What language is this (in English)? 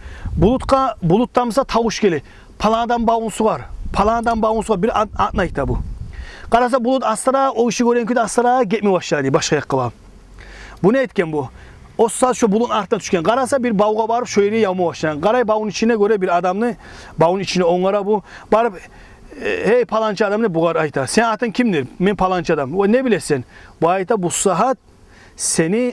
Kumyk